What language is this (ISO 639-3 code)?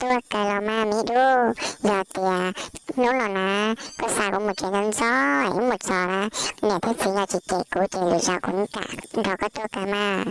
hmn